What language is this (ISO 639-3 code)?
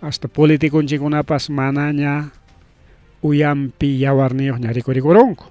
quy